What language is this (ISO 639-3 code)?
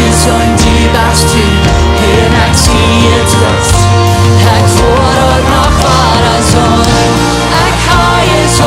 pdt